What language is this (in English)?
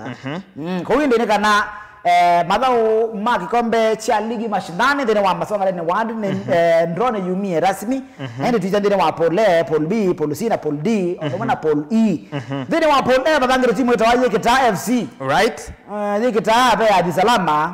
Kamba